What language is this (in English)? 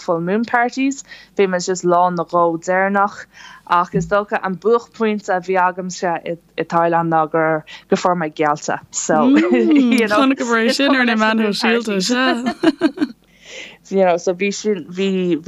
Irish